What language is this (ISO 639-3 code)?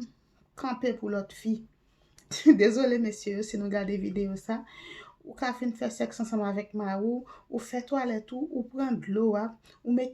hat